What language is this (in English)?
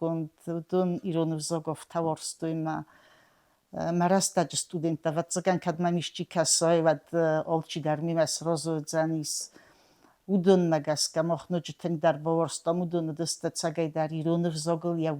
Ossetic